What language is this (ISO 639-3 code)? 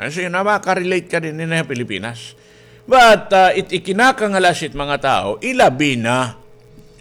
war